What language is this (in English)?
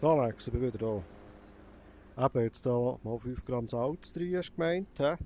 Swiss German